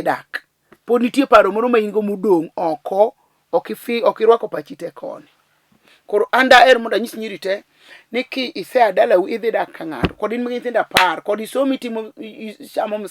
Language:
Luo (Kenya and Tanzania)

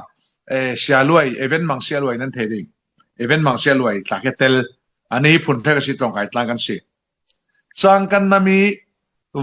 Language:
Falam Chin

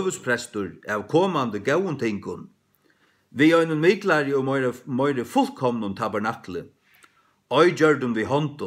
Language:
Faroese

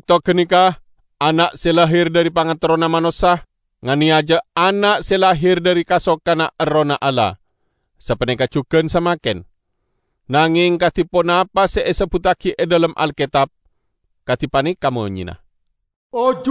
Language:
Madurese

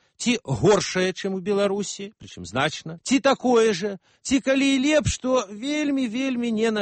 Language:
Belarusian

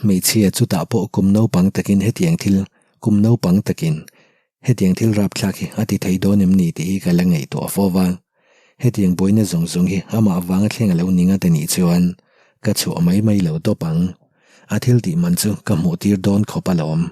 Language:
Mizo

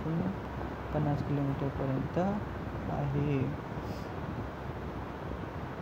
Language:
Marathi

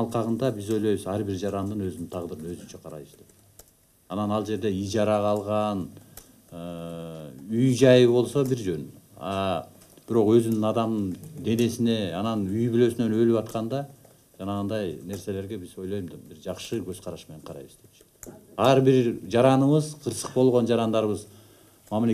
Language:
Kyrgyz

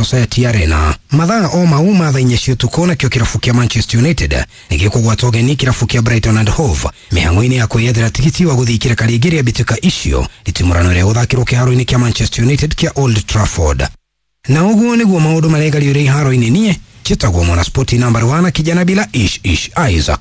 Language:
Kikuyu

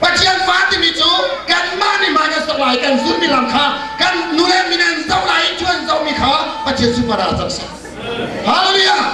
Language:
Hakha Chin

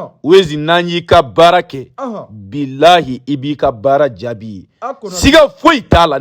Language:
Bambara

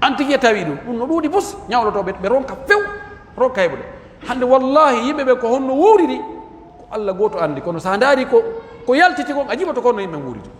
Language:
Pular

